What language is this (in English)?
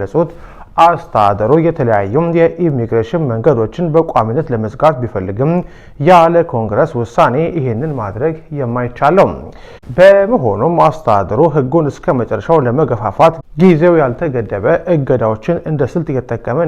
Amharic